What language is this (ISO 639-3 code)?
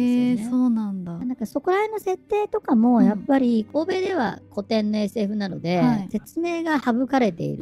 jpn